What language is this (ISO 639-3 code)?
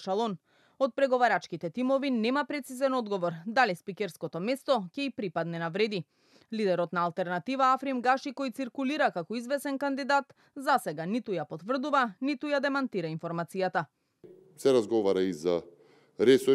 mkd